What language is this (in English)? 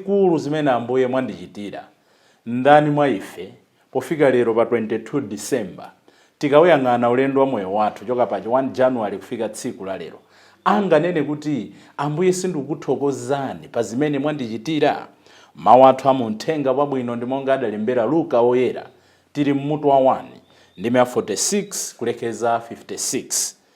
Nyanja